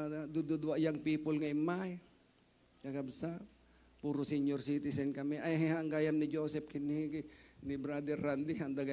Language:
Iloko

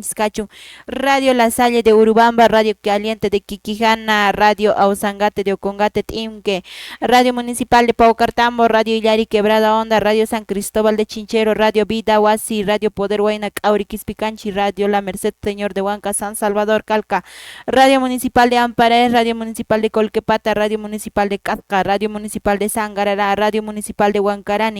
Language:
Quechua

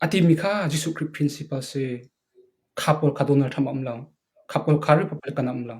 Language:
Hakha Chin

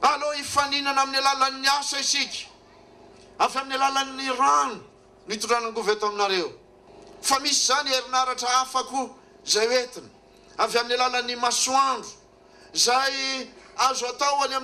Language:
Malagasy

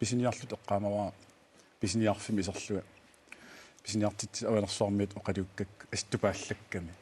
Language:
Kalaallisut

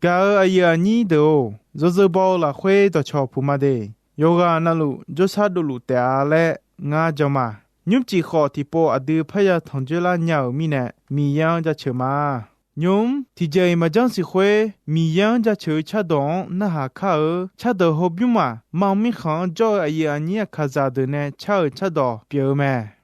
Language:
Akha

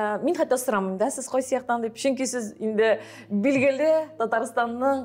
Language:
Tatar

